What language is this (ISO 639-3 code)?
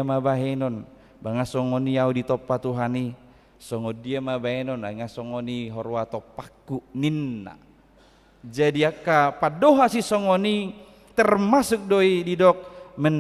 bbc